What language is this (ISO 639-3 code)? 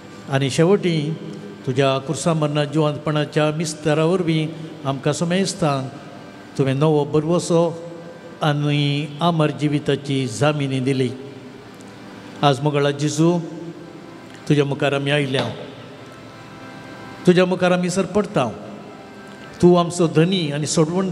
kok